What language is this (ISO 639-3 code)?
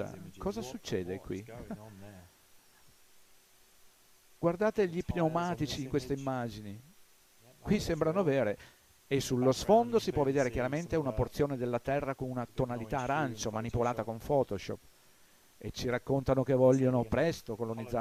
ita